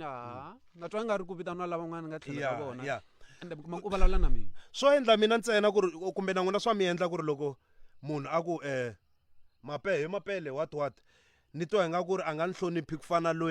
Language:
Tsonga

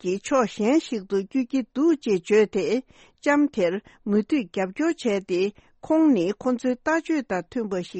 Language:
Tibetan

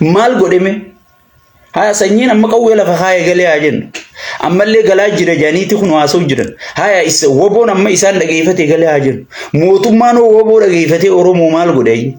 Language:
Oromo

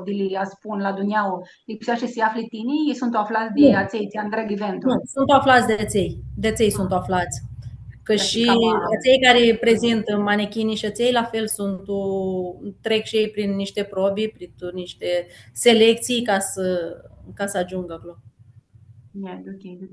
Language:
Aromanian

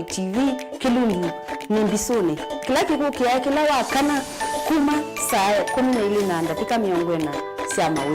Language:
Kamba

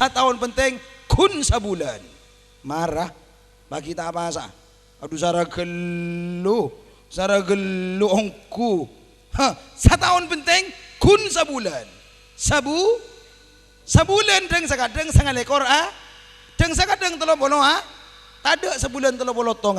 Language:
Madurese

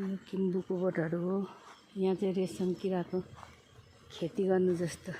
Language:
Nepali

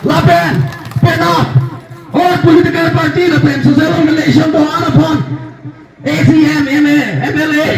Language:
Karbi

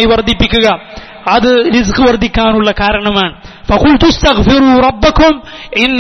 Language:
Malayalam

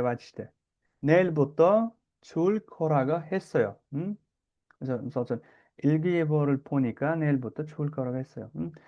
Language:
Uzbek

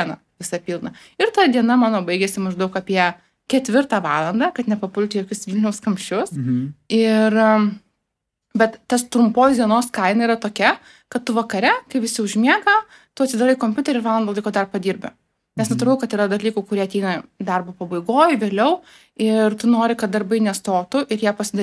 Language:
Lithuanian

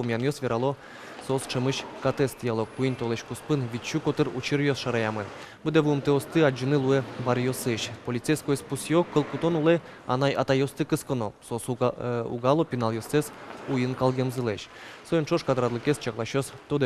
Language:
Udmurt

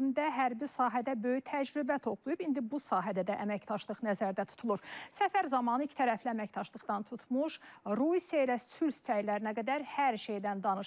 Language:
Azerbaijani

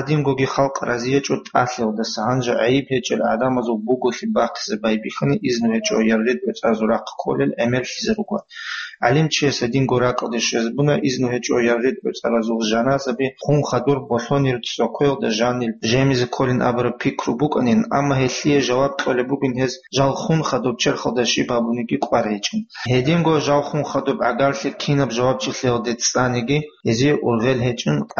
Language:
Avaric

